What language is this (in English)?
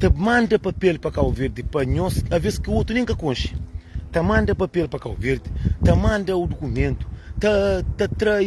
Kabuverdianu